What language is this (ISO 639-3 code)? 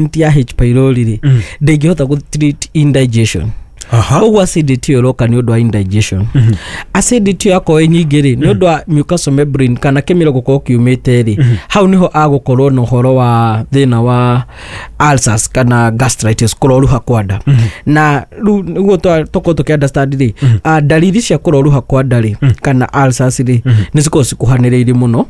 kik